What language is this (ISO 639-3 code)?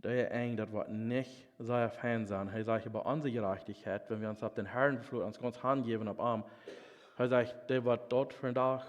pdt